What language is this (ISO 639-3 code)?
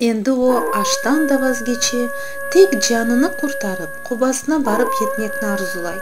crh